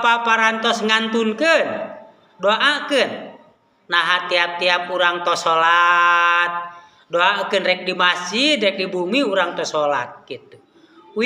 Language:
Sundanese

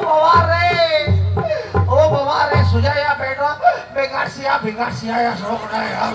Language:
Santali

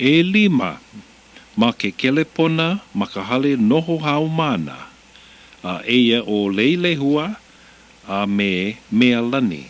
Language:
Hawaiian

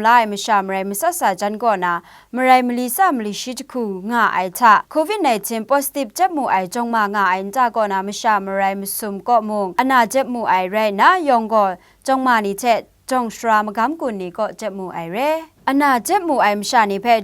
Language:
Kachin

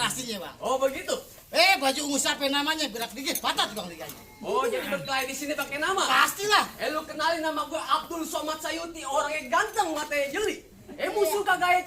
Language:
Betawi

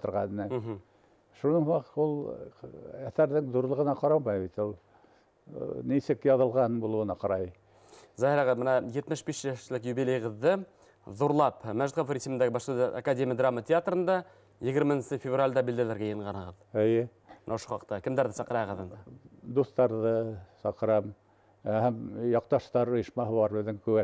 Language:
Bashkir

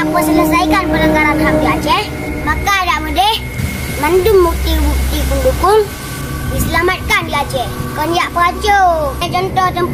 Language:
Achinese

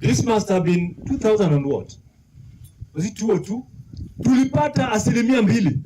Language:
Kamba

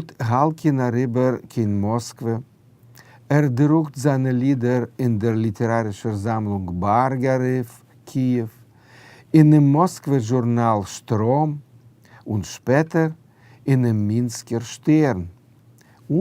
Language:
Yiddish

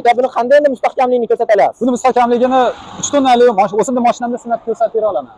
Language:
Uzbek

